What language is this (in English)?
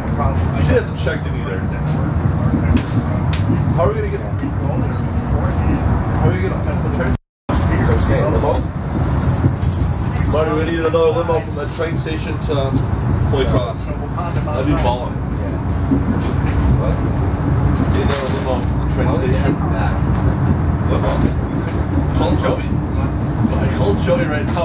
English